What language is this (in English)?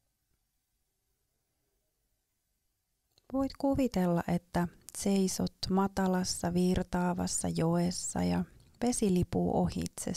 Finnish